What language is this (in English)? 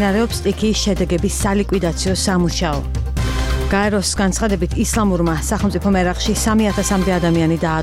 Georgian